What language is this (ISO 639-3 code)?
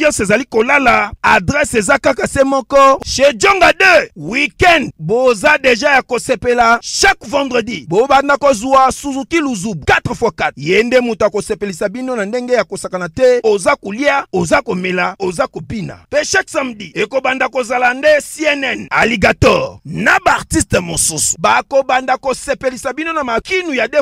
lin